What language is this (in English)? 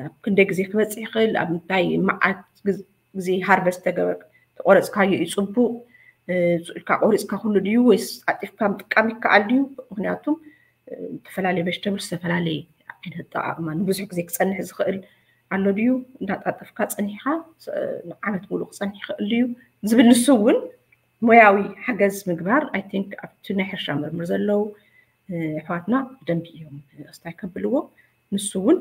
Tigrinya